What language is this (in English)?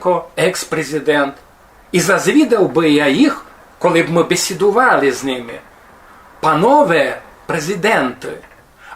Rusyn